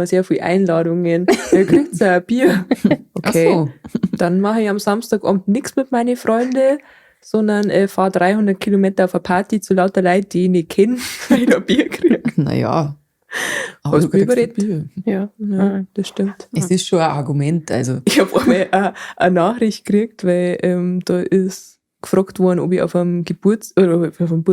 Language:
Bavarian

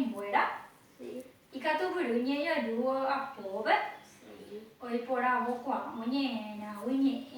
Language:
Guarani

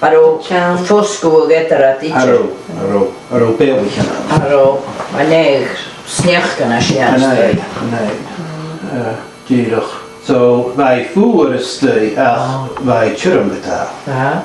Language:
Scottish Gaelic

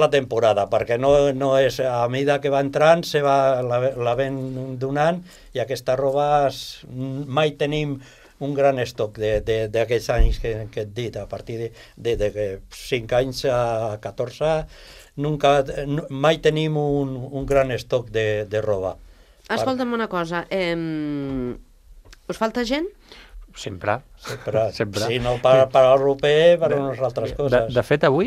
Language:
Catalan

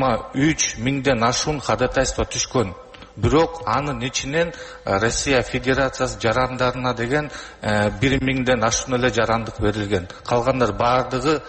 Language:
Kyrgyz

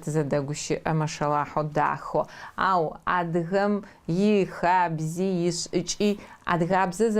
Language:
Adyghe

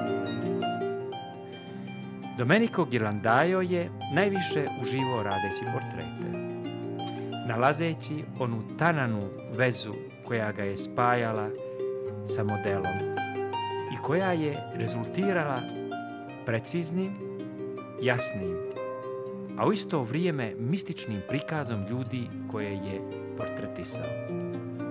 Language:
Bosnian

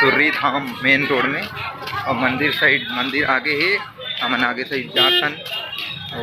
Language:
Chhattisgarhi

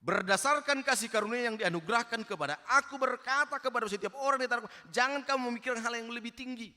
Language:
Batak Toba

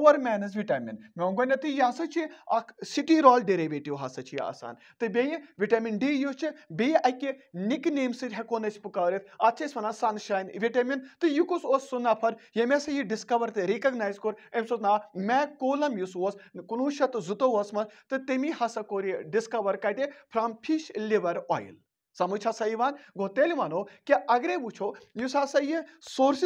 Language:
Kashmiri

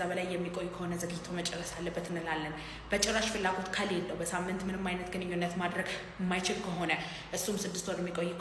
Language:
Amharic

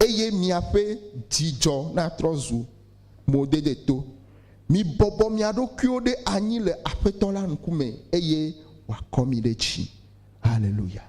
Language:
Ewe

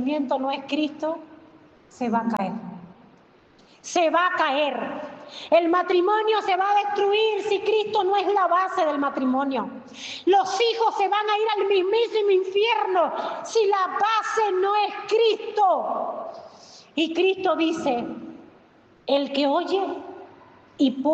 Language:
Spanish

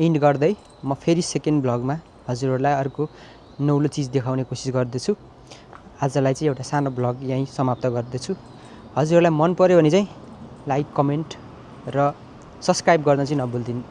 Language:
Nepali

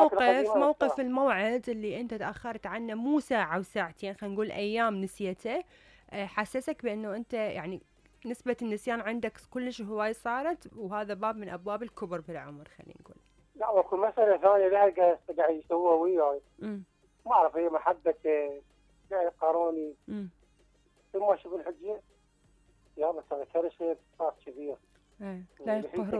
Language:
Mesopotamian Arabic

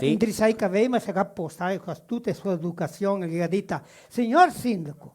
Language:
Venetian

